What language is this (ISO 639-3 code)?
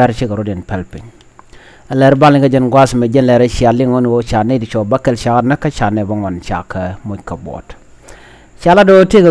nus